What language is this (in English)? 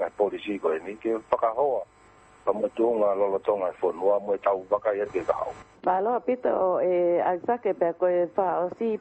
Tongan